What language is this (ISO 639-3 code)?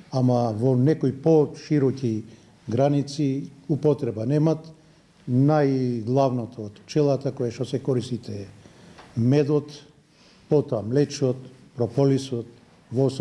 mkd